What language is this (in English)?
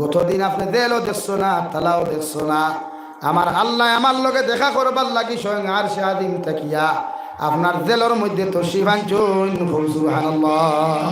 Sylheti